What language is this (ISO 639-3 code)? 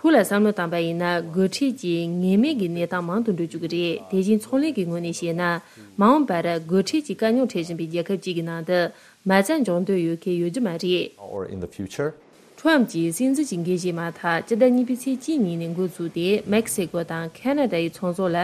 bod